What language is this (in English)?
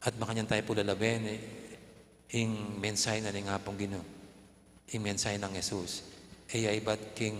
Pampanga